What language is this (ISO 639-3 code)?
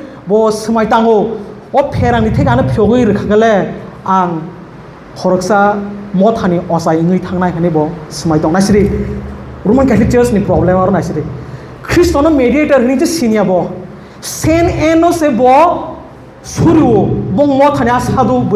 trp